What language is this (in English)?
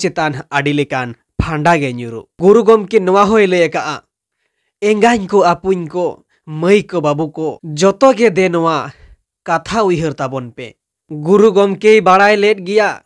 Santali